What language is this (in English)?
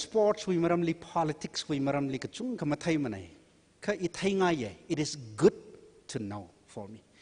Tangkhul Naga (India)